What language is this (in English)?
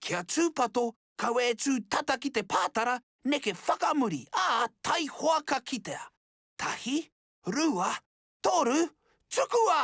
Māori